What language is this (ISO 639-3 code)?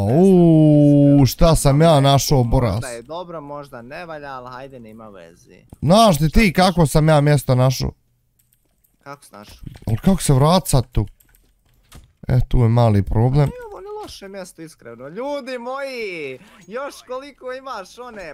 bos